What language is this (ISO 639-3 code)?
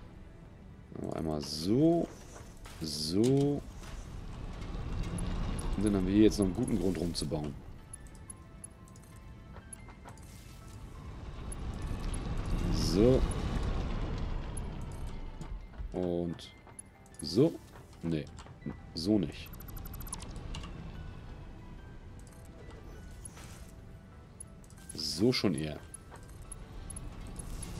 deu